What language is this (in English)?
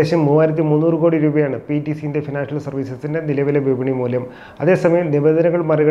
Malayalam